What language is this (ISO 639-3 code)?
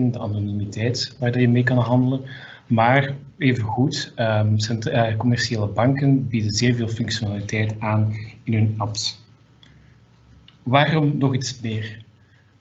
nld